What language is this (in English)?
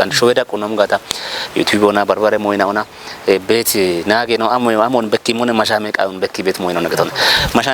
Kafa